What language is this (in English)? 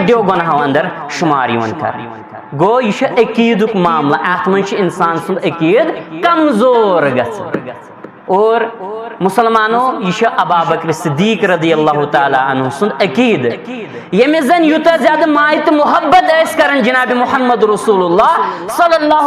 Kashmiri